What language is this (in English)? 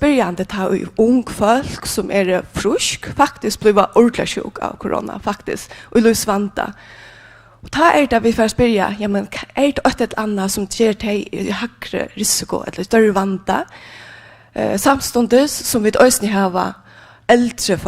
Faroese